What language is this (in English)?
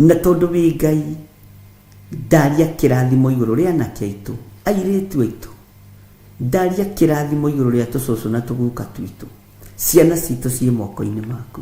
Kikuyu